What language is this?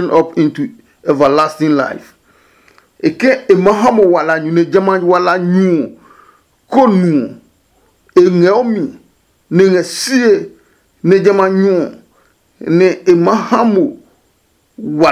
Adangme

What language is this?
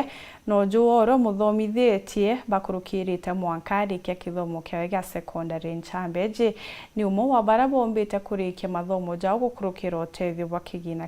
Meru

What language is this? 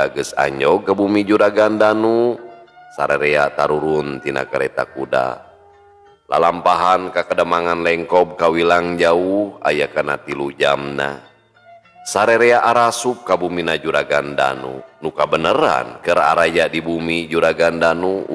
Sundanese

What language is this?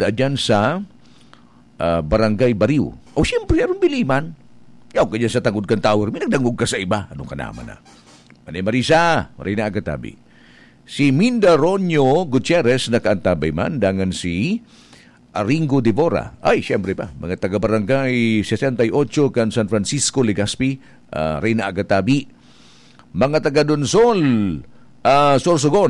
Bikol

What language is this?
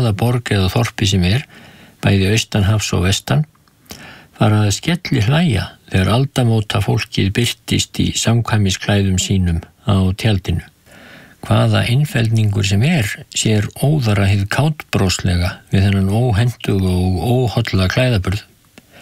Icelandic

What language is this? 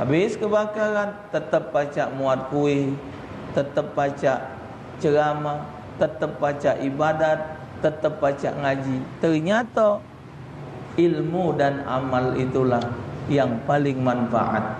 Musi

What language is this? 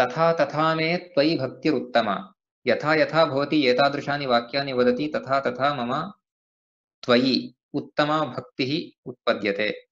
Sanskrit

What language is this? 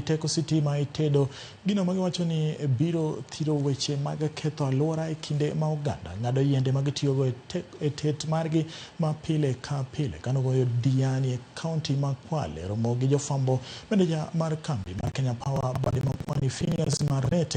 Luo (Kenya and Tanzania)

